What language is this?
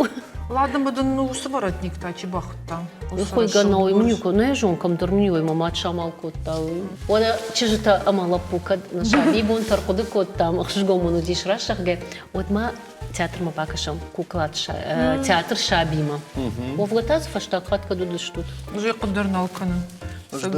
Ossetic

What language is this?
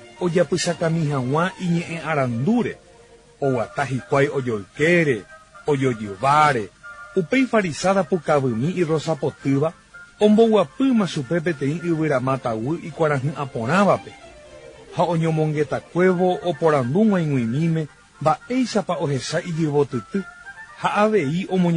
Guarani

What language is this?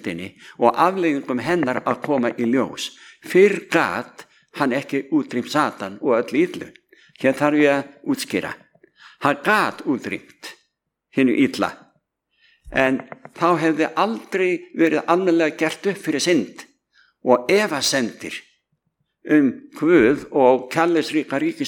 Icelandic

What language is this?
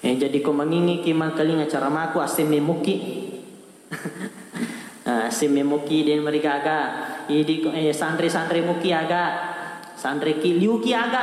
Buginese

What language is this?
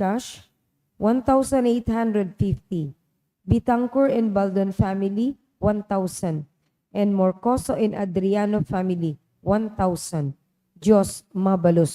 Bikol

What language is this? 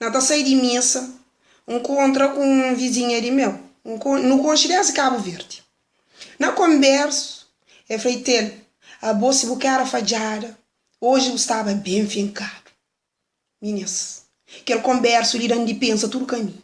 Kabuverdianu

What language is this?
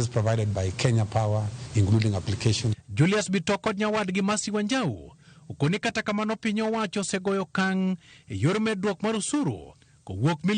Luo (Kenya and Tanzania)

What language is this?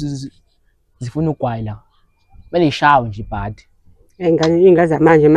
Zulu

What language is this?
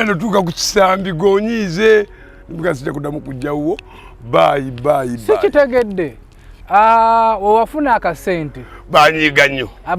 Ganda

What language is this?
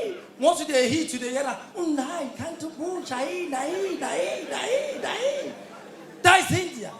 Nigerian Pidgin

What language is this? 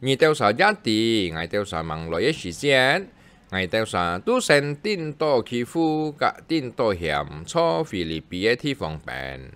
Hakka Chinese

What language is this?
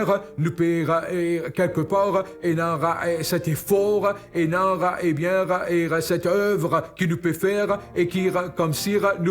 Morisyen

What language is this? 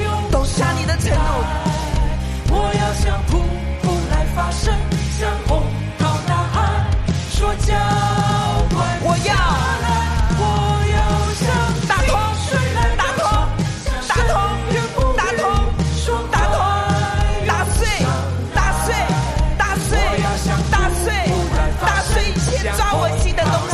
Chinese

